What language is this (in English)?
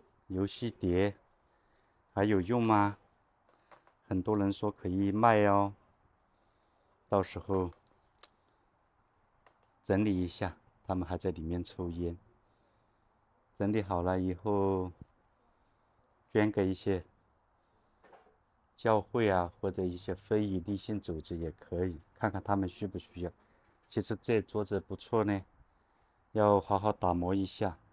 Chinese